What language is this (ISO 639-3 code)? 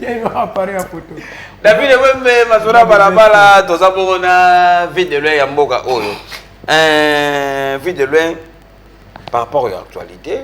lin